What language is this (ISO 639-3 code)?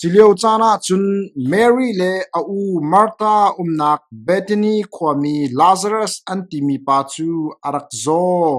cnh